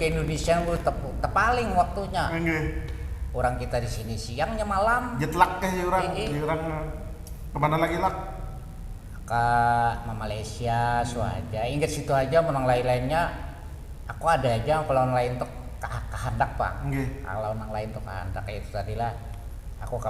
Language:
Banjar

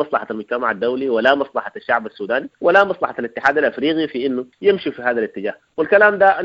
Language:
Sudanese Arabic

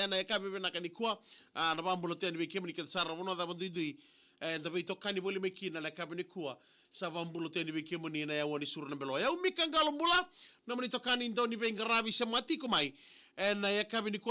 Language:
Fijian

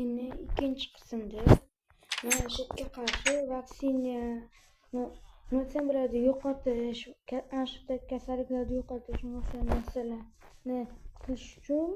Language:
Uzbek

